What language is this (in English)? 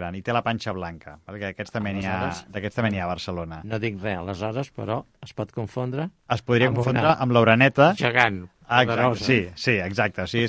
Catalan